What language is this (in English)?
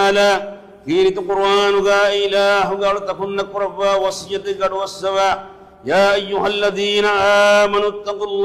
Divehi